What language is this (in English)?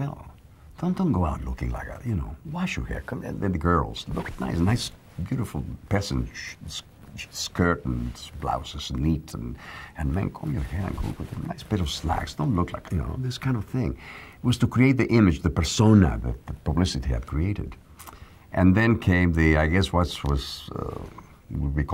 English